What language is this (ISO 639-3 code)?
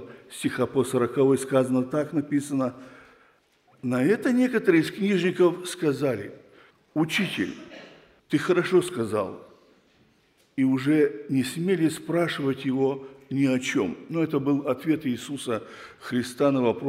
rus